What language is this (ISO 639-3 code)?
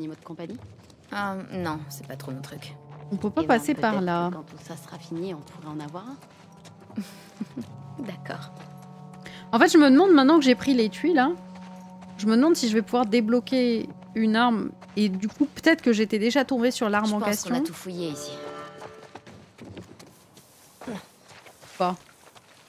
fra